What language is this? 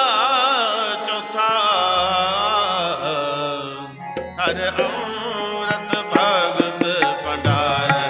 Punjabi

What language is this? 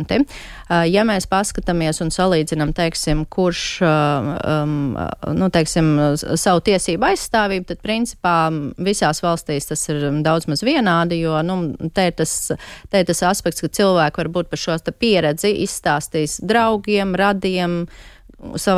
Latvian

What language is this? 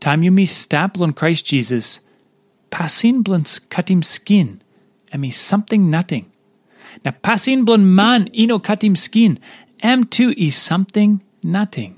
Tok Pisin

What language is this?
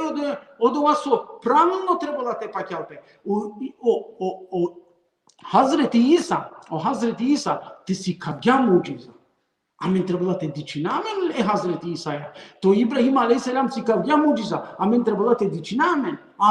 Balkan Romani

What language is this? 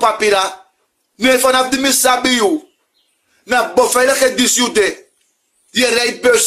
Sranan Tongo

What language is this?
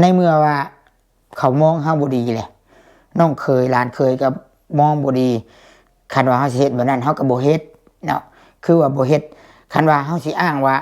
Lao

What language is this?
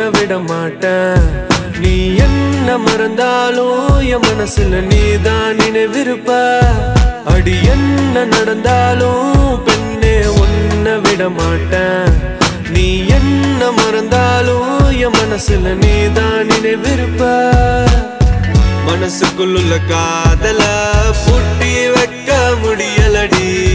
Tamil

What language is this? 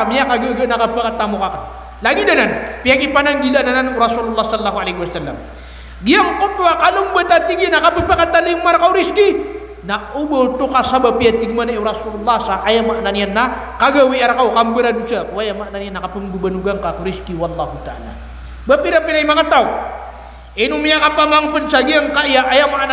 Maranao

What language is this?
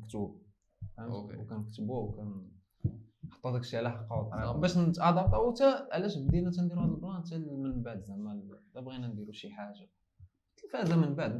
Moroccan Arabic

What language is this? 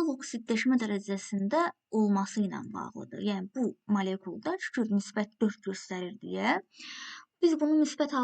Azerbaijani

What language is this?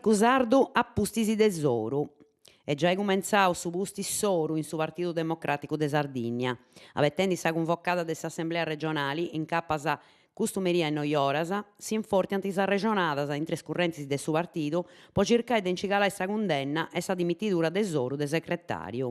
Sardinian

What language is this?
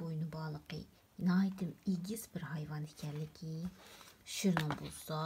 Uyghur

